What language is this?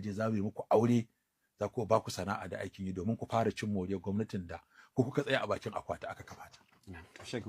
Hausa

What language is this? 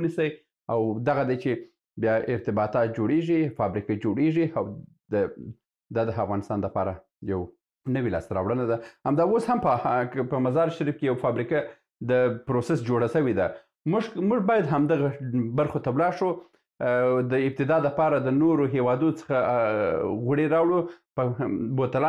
Pashto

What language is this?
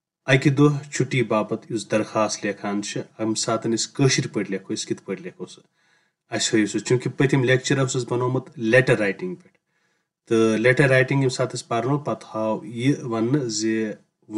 Kashmiri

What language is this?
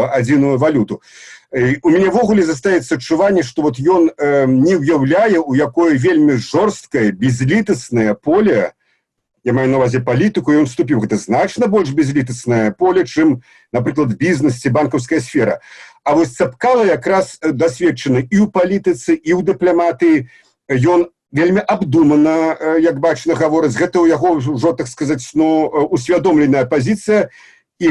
Belarusian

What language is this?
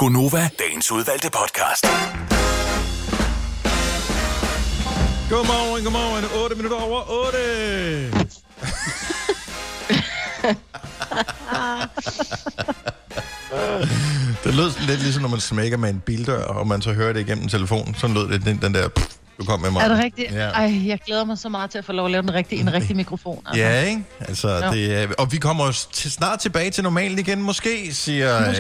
Danish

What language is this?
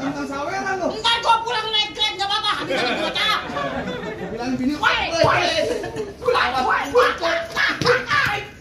Betawi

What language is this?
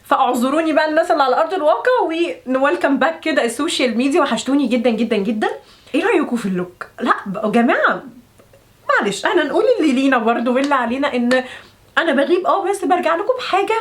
Egyptian Arabic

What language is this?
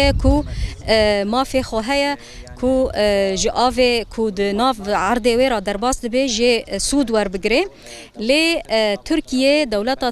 Kurdish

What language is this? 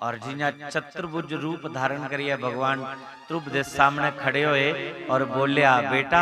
Dogri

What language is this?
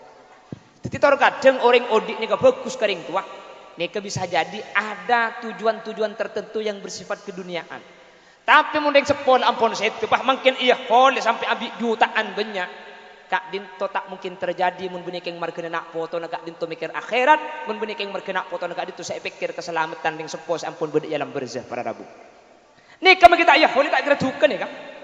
Madurese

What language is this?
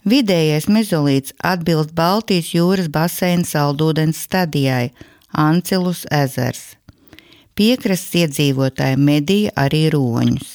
Latvian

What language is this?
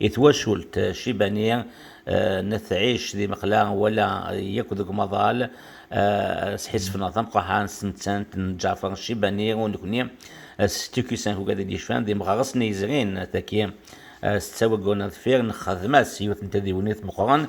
Kabyle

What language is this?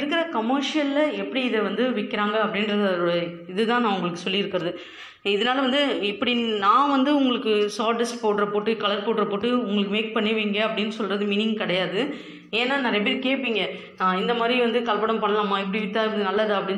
Tamil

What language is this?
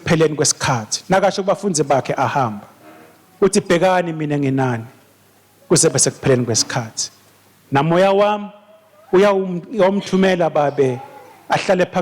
Swati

